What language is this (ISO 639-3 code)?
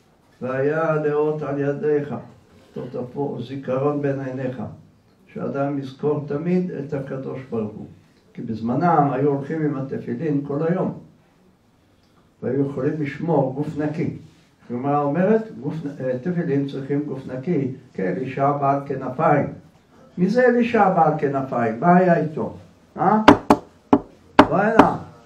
heb